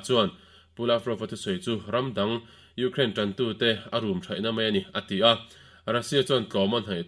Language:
Mizo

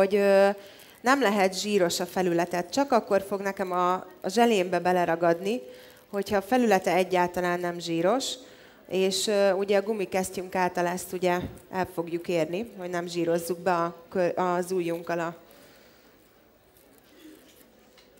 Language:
Hungarian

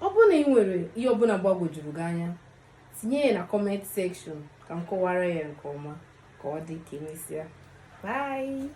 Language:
Igbo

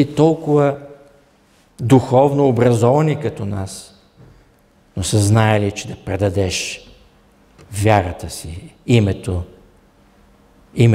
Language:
Bulgarian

